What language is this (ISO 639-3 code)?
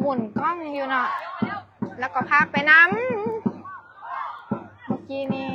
lao